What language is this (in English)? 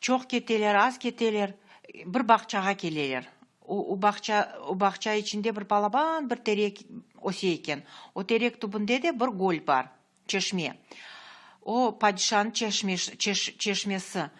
Crimean Tatar